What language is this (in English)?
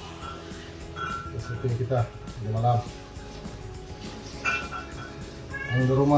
Malay